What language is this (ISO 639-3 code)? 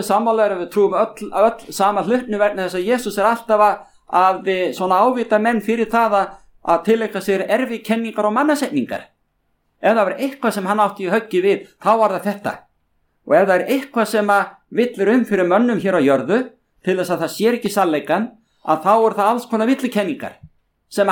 isl